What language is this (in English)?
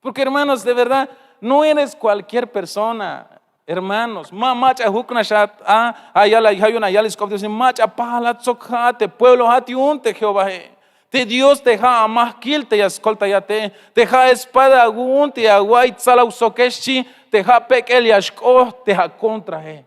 Tzeltal